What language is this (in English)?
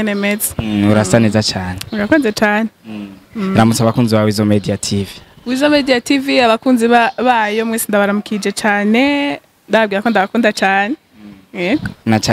Rundi